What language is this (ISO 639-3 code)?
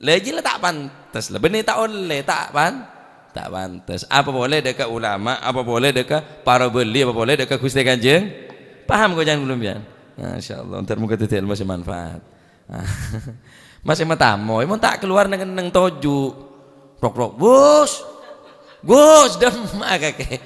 mad